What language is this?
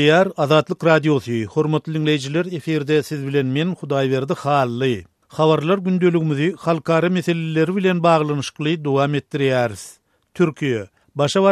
Turkmen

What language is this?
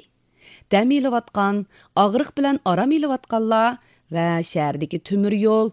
Uyghur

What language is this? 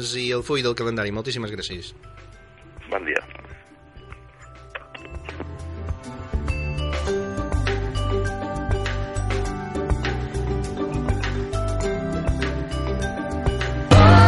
Catalan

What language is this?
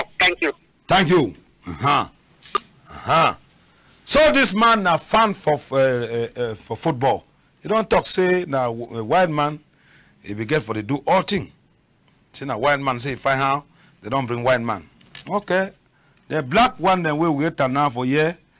Cameroon Pidgin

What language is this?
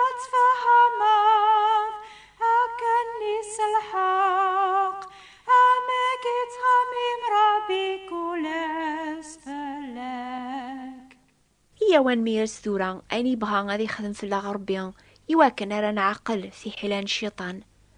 Kabyle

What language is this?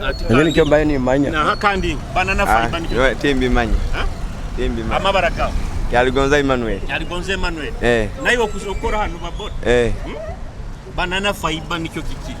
Nyoro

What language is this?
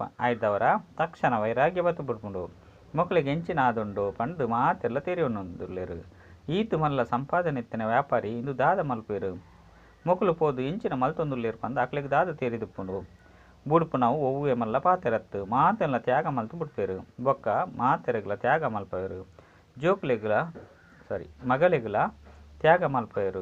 Tulu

